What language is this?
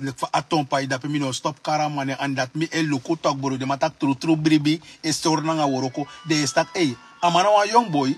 Sranan Tongo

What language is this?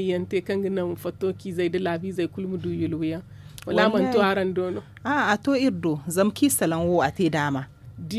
Zarma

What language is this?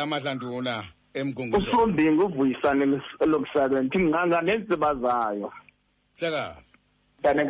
Xhosa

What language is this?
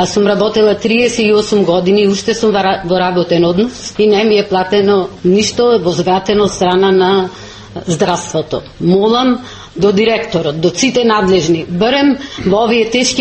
Macedonian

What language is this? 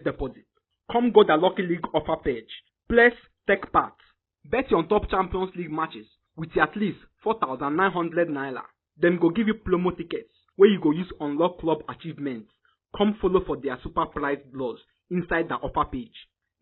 Nigerian Pidgin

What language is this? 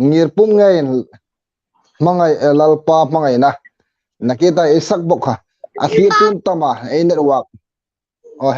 Hmar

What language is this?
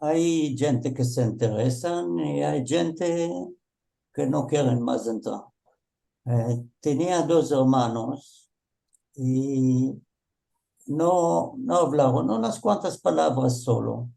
Ladino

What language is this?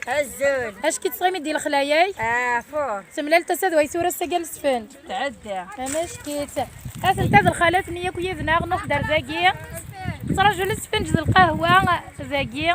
Kabyle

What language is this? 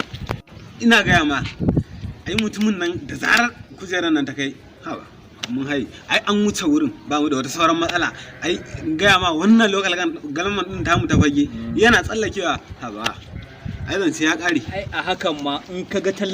Hausa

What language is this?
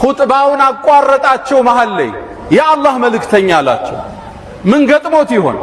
Amharic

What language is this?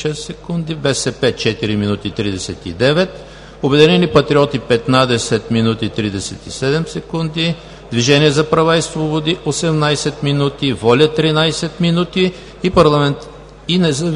Bulgarian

